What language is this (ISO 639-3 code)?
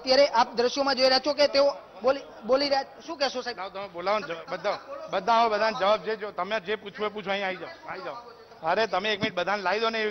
guj